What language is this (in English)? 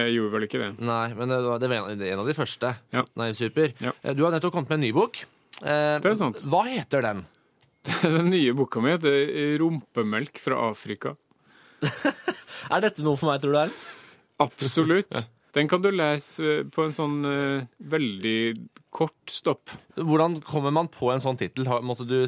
Norwegian